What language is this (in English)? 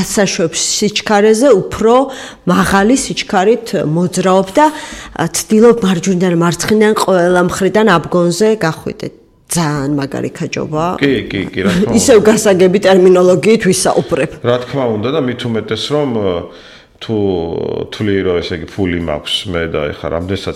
Georgian